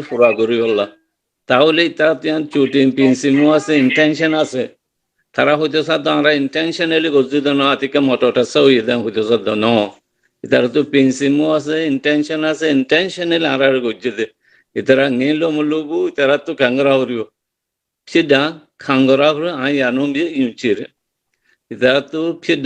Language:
Rohingya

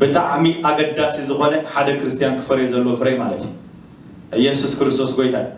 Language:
Tigrinya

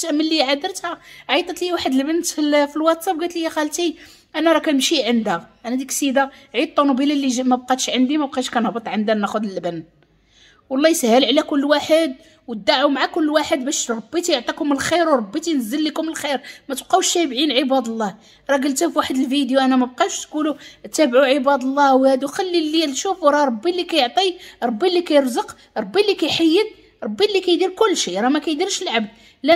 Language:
Moroccan Arabic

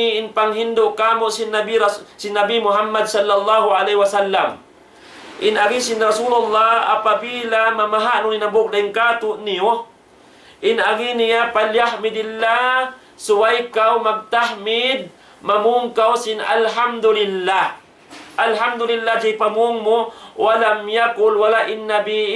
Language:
Tausug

